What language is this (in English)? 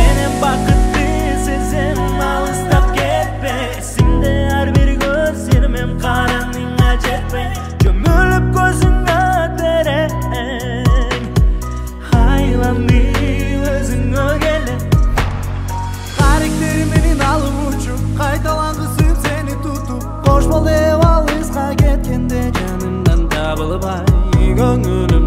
Kazakh